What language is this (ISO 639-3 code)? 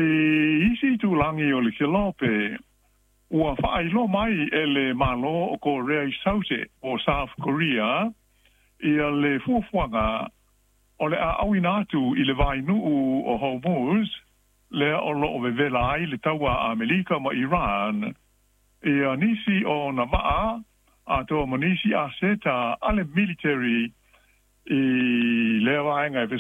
smo